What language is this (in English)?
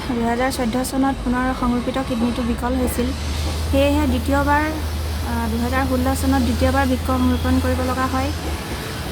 Assamese